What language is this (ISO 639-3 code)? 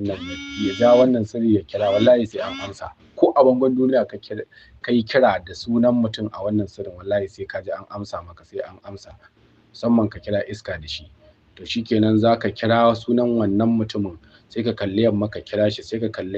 hau